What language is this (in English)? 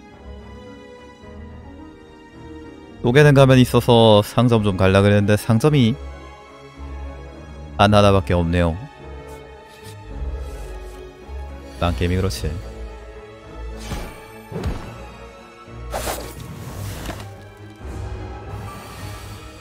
Korean